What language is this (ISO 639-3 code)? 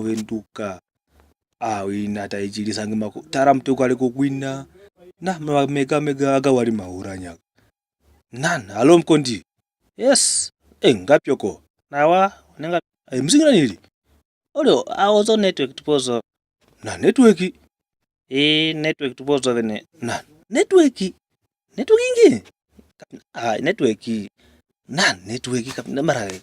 kwn